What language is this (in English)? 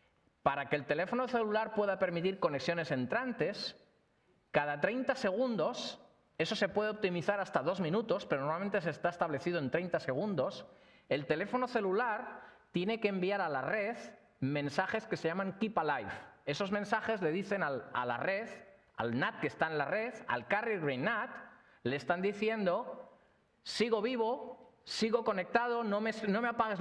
Spanish